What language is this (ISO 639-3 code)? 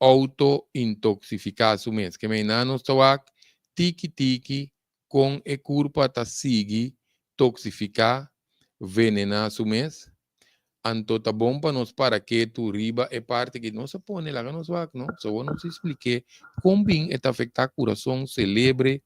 pap